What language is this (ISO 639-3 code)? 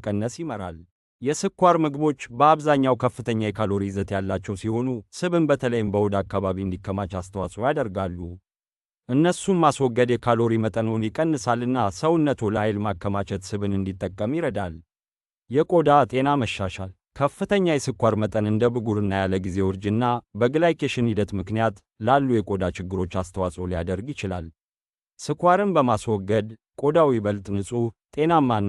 amh